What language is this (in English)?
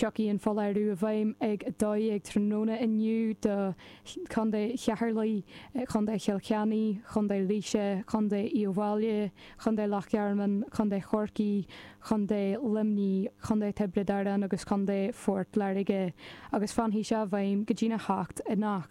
Irish